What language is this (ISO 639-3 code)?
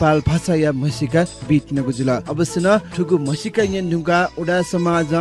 new